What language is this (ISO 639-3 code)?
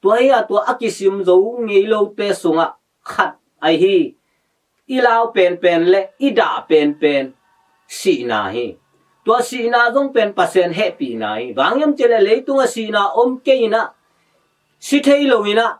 ctd